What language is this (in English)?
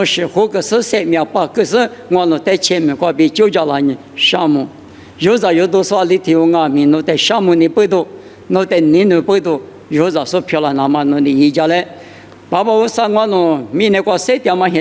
Lisu